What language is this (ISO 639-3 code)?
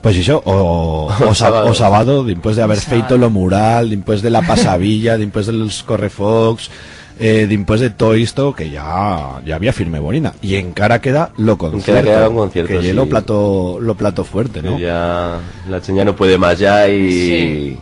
arg